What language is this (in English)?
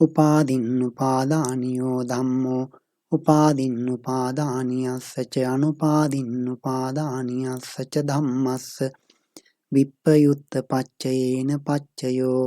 Pali